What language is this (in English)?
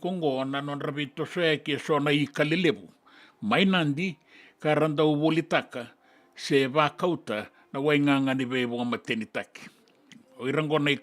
Fijian